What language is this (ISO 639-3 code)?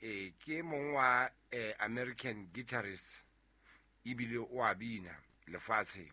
sot